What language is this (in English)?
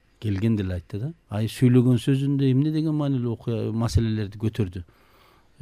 Kyrgyz